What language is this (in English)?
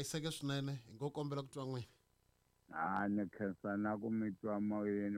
Tsonga